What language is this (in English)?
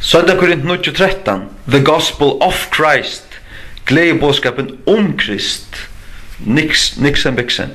Faroese